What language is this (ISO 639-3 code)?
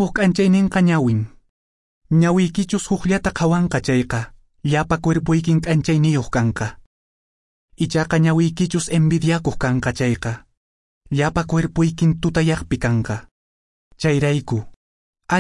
que